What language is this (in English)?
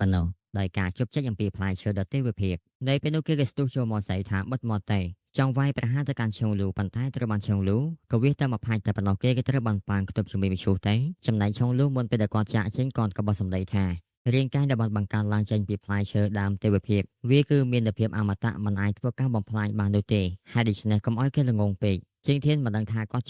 Khmer